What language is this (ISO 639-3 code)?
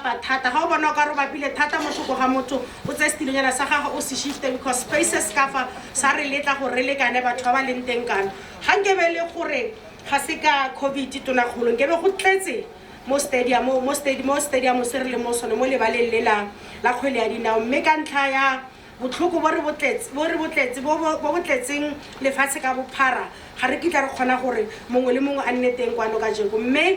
tsn